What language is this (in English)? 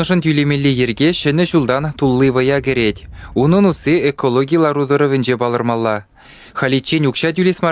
Chuvash